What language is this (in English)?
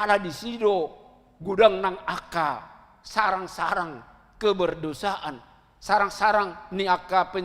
Batak Toba